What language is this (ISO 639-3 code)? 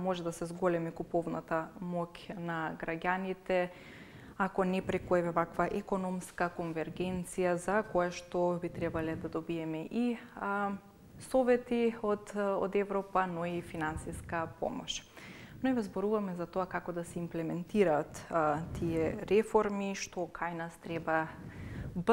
mkd